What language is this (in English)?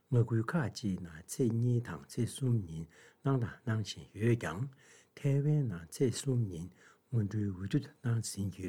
Tibetan